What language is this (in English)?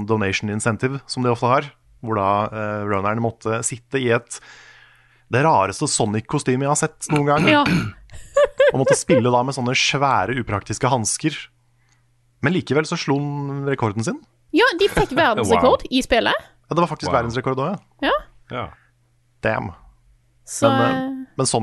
Norwegian